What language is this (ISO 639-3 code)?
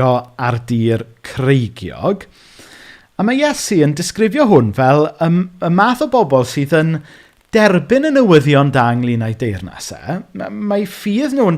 cym